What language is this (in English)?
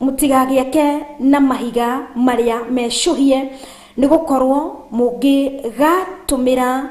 Kikuyu